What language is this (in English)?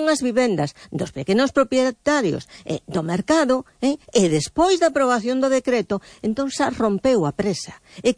Galician